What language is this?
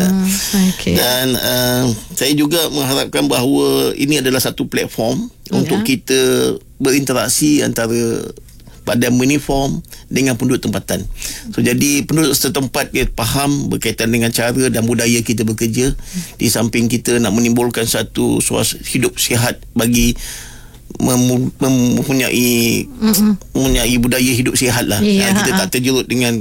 Malay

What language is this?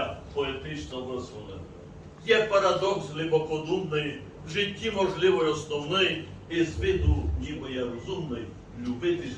Rusyn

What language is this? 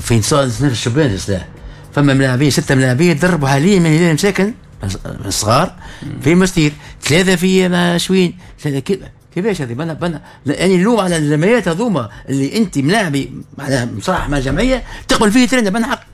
Tunisian Arabic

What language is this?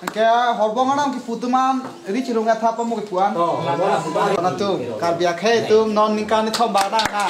Karbi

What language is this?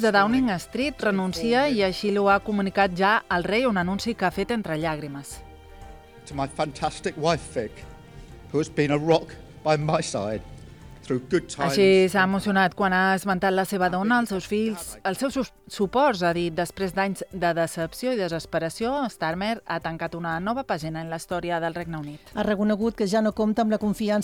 Catalan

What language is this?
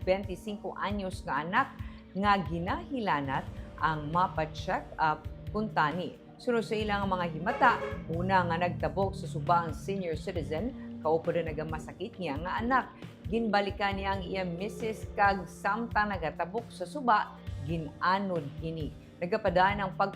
Hiligaynon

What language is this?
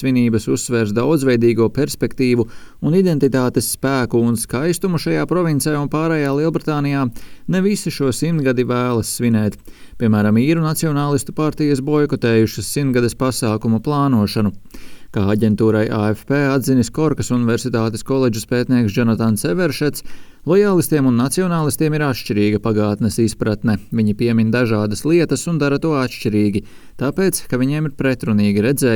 Latvian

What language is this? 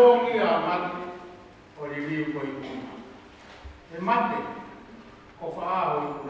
Tongan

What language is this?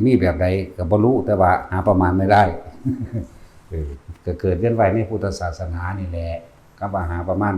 Lao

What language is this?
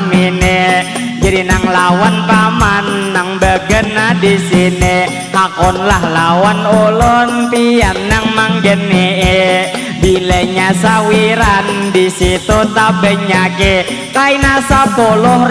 Banjar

